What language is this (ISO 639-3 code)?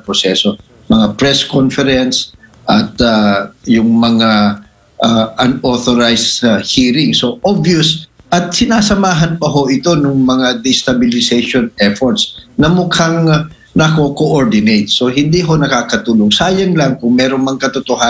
fil